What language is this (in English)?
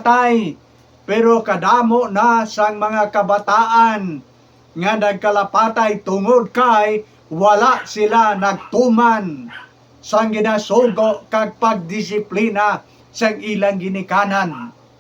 Hiligaynon